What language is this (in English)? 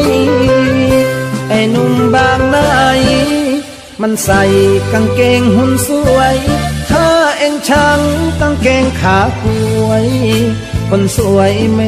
Thai